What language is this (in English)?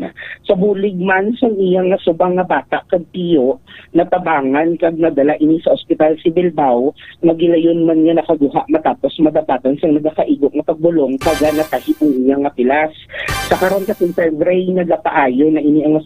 Hiligaynon